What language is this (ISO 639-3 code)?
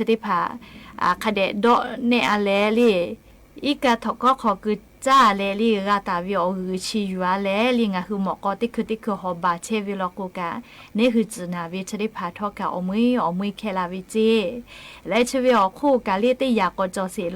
lhu